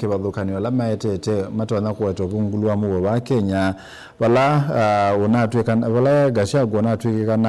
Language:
Kamba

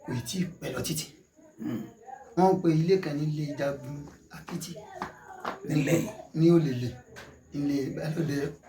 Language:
Yoruba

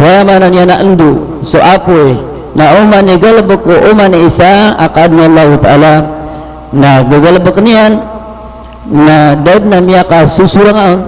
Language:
Maranao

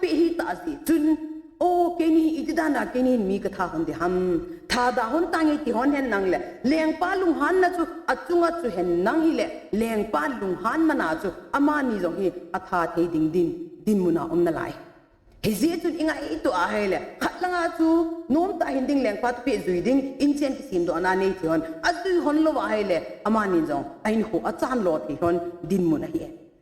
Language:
Thado Chin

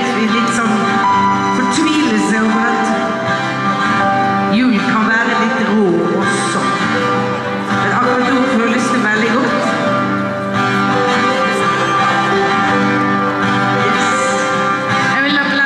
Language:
Norwegian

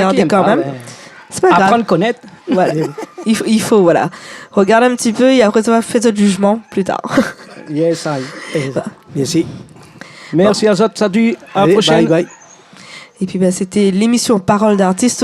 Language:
Réunion Creole French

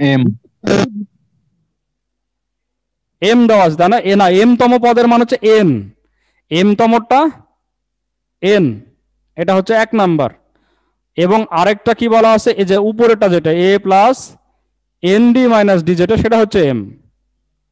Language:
Bangla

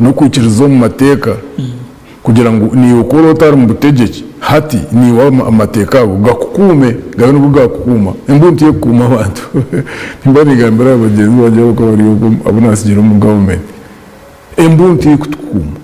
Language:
Nyankole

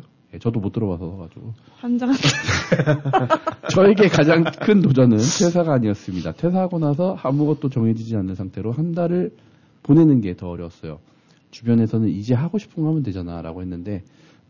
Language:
Korean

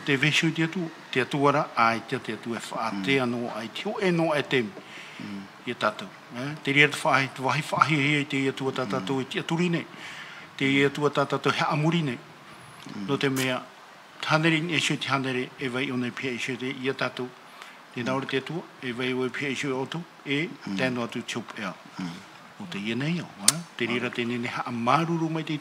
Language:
Tahitian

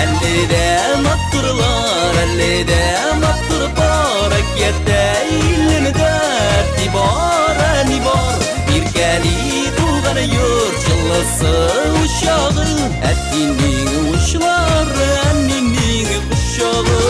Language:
Bashkir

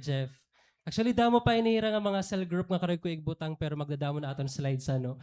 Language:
Waray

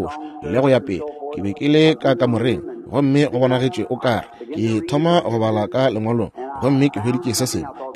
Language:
Northern Sotho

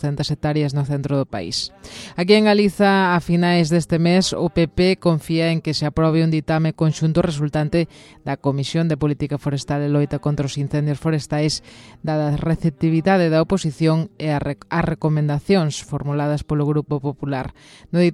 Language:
Galician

